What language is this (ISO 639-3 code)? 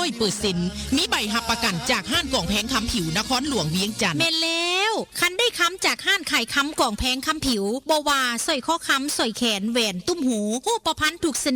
tts